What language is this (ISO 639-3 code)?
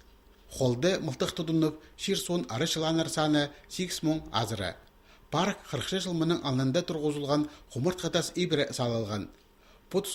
kjh